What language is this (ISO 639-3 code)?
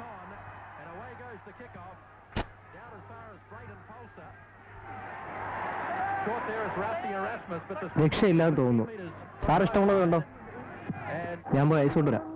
mal